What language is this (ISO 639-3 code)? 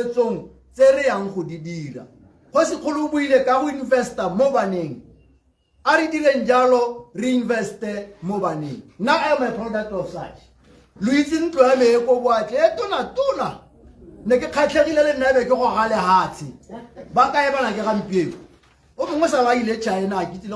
tsn